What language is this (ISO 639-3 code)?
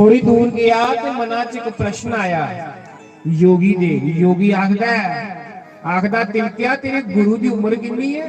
doi